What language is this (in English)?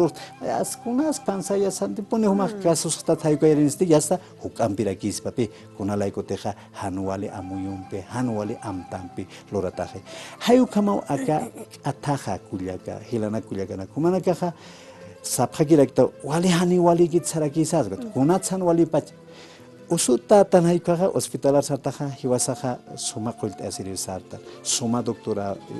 Aymara